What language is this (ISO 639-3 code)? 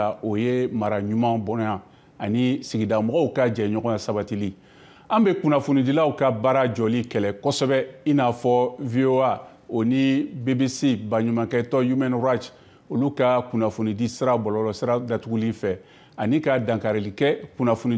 bam